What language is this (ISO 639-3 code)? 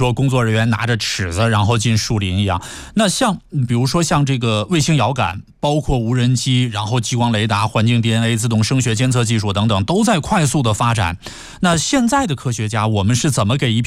zho